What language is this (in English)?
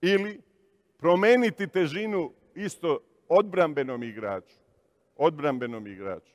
Serbian